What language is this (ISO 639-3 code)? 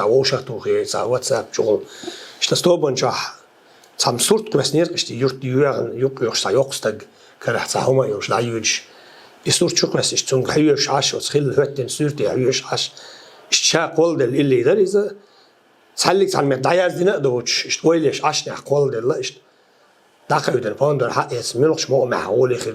che